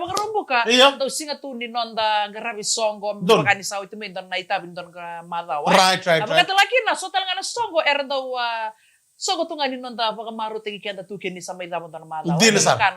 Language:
Fijian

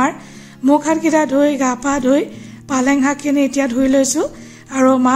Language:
Assamese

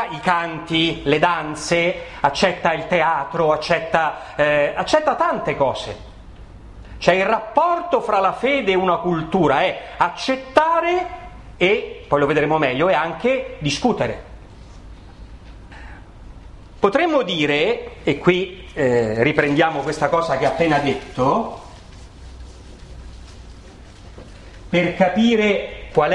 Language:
Italian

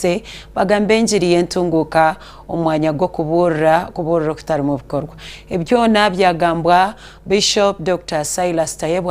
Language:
Nyankole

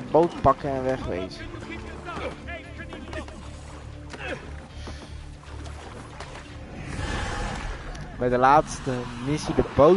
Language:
Dutch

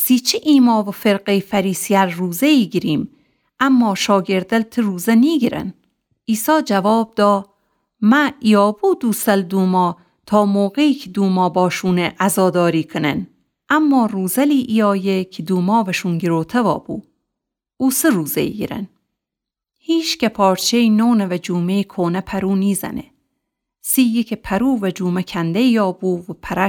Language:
Gilaki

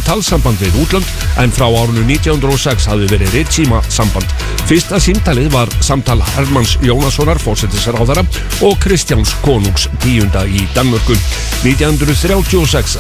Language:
Icelandic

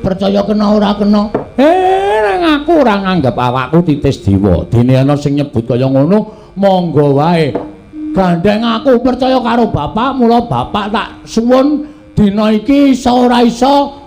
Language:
Javanese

